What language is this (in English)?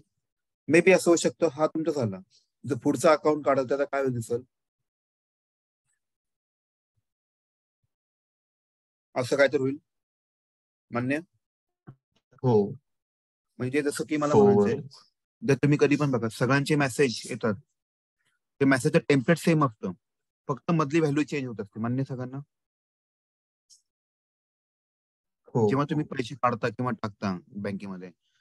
Marathi